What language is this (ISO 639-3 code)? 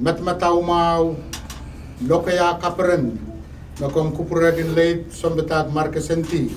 pon